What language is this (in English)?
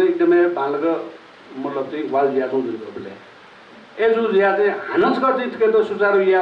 Newari